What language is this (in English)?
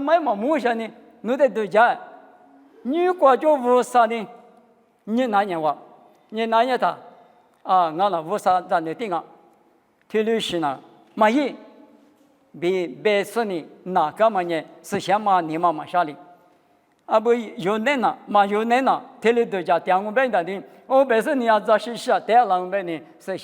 Lisu